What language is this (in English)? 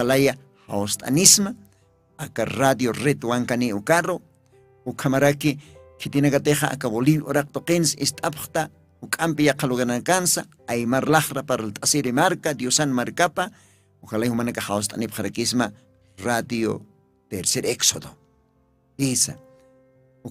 Aymara